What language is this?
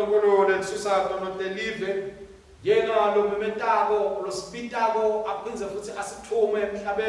Swati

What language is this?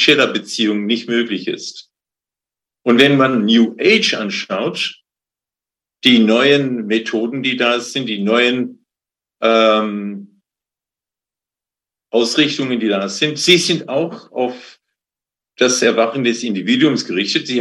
German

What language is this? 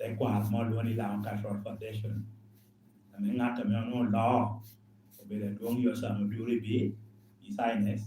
Lango (Uganda)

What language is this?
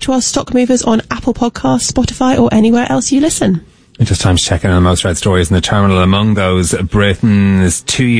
English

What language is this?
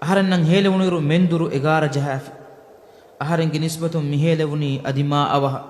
Divehi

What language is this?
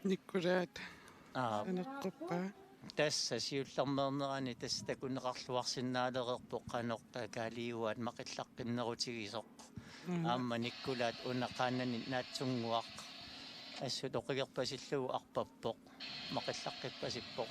Kalaallisut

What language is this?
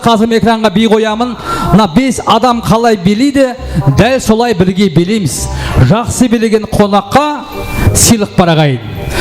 Kara-Kalpak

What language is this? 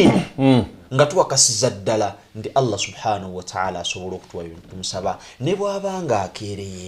Ganda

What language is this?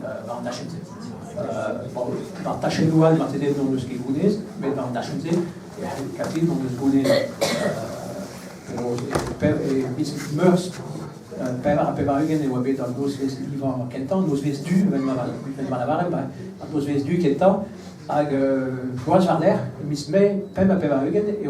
Breton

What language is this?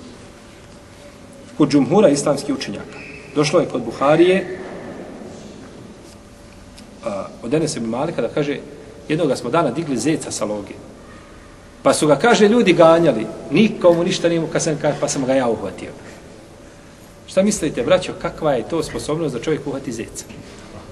Bosnian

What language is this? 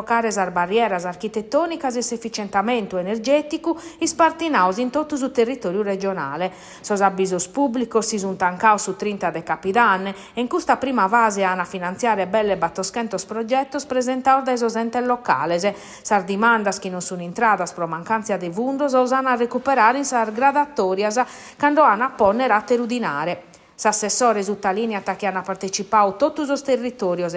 Sardinian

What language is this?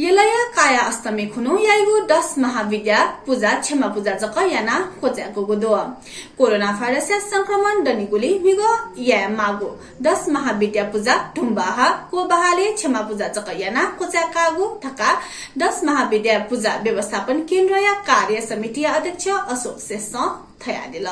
Newari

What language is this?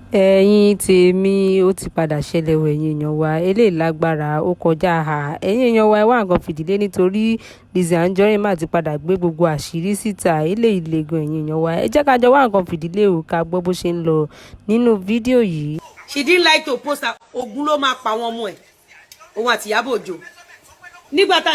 Yoruba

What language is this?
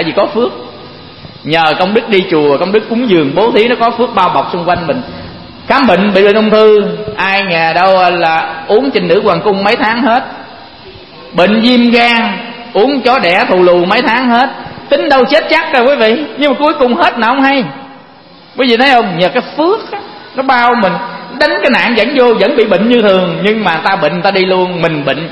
Vietnamese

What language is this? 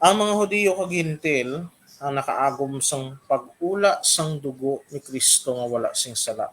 Hiligaynon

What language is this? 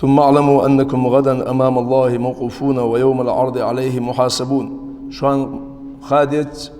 Ingush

